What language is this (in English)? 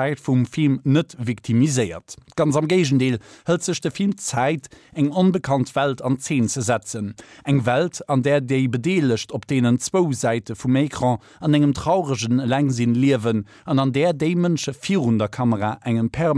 Luxembourgish